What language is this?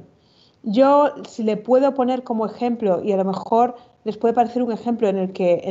Spanish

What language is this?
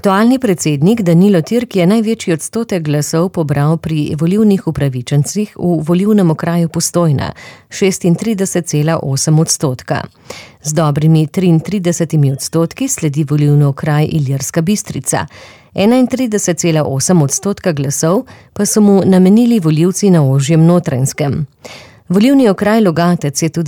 Slovenian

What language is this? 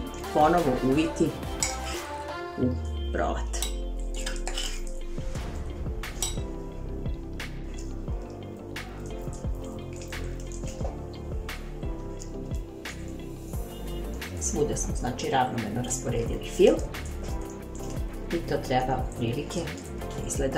Serbian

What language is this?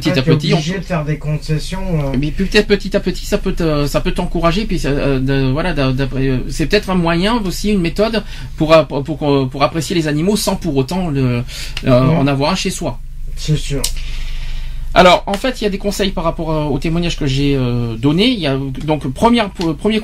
French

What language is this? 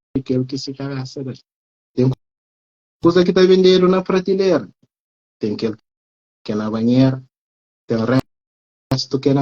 Kabuverdianu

